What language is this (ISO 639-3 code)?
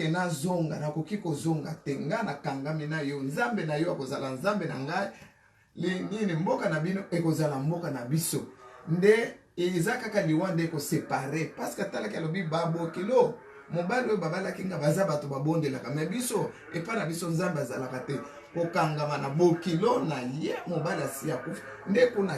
lin